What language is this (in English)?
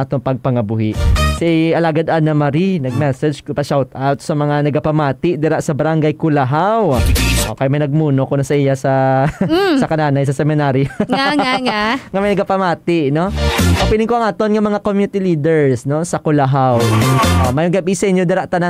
Hiligaynon